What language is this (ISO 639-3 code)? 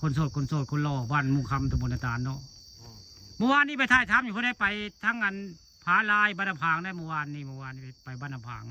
tts